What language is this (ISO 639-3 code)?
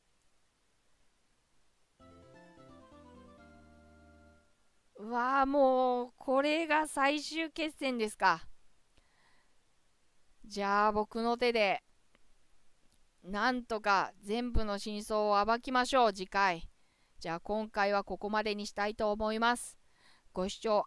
jpn